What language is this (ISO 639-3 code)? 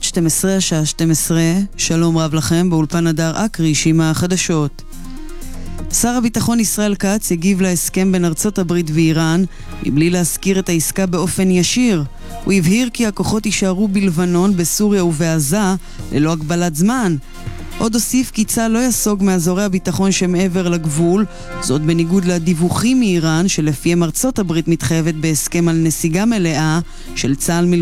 heb